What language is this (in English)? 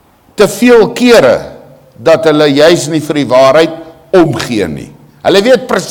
Afrikaans